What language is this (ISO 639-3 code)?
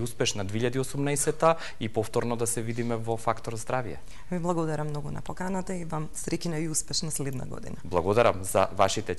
mkd